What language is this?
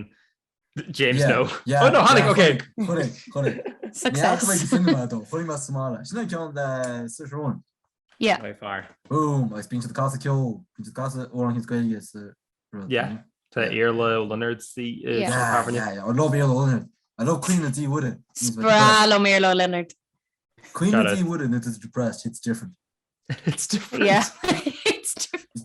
Irish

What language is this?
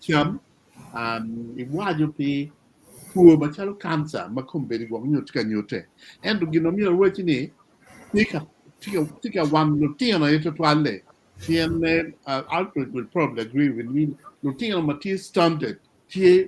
Acoli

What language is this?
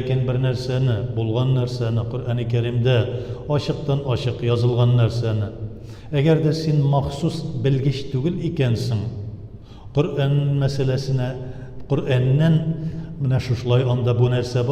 Tatar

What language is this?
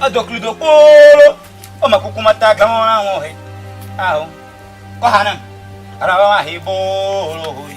Ewe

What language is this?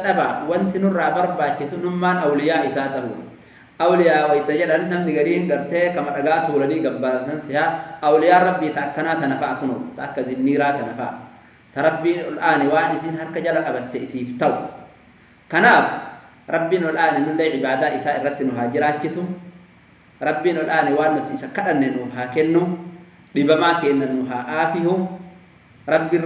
Oromo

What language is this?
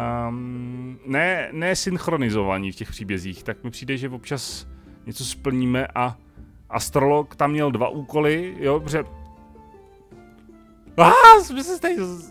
Czech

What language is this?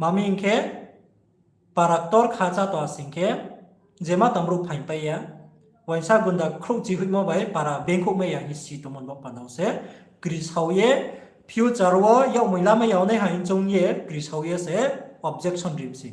Riang (India)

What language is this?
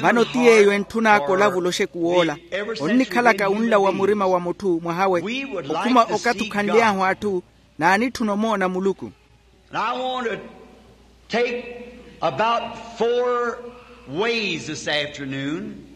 Makhuwa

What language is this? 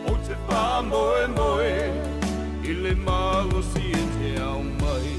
Samoan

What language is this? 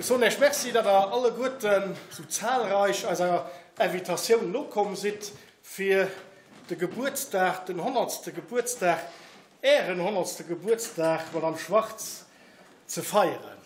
Luxembourgish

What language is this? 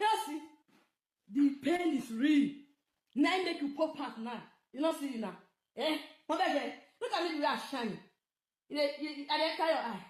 Nigerian Pidgin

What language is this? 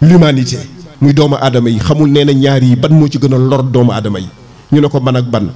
Wolof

